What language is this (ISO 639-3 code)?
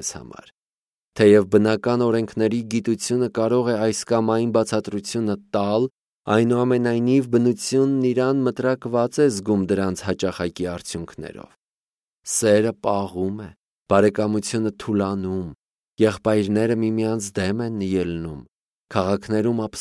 hye